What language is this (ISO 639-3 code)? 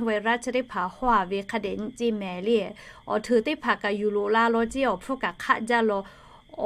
lhu